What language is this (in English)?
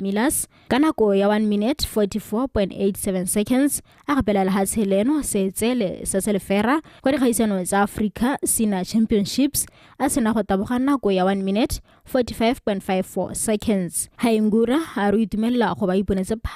Tswana